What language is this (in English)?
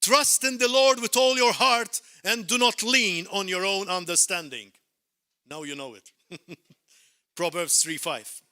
English